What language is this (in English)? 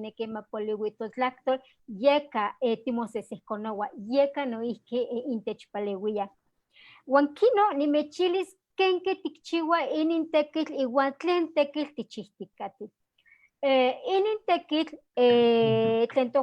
Eastern Huasteca Nahuatl